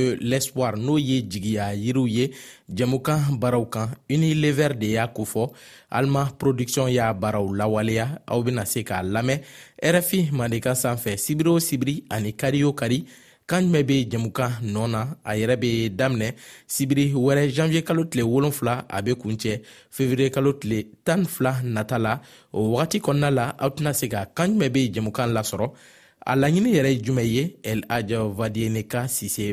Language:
Bambara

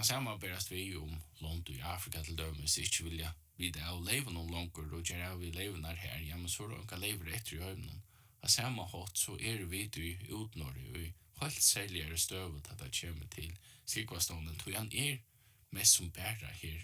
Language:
Faroese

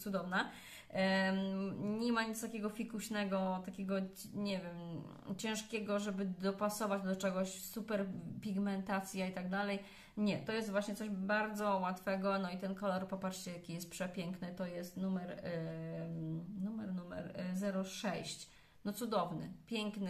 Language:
Polish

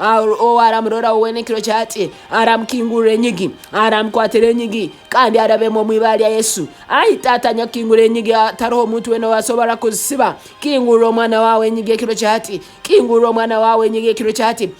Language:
Nyoro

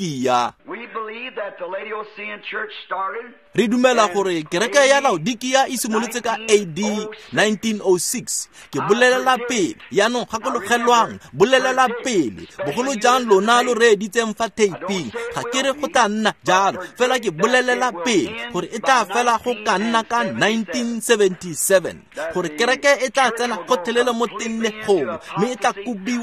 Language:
Tswana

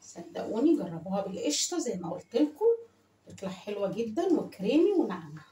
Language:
Egyptian Arabic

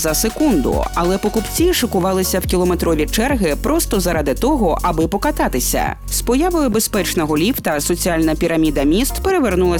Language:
Ukrainian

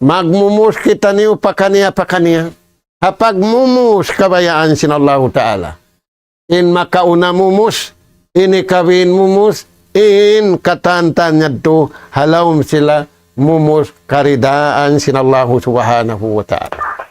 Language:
Tausug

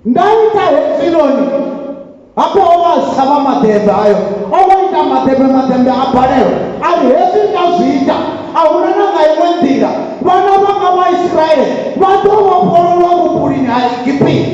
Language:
Venda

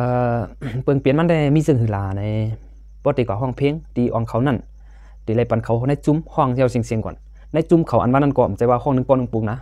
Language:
Shan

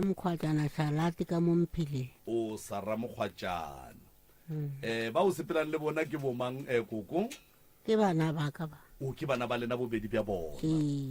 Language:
Northern Sotho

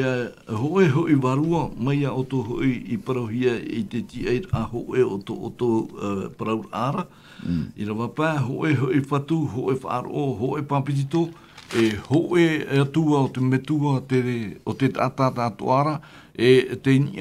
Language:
Tahitian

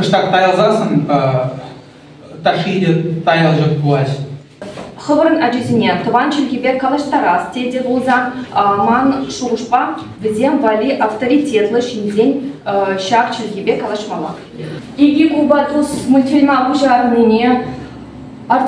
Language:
Chuvash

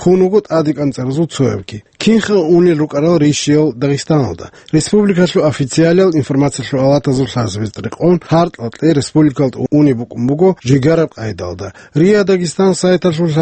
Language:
Avaric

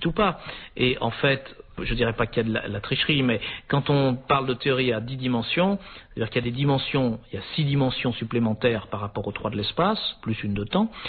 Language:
French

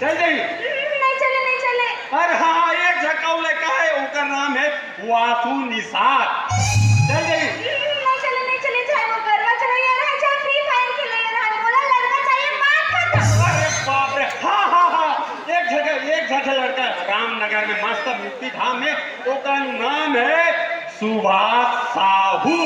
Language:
Chhattisgarhi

